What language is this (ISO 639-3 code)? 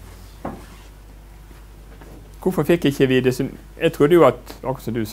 nor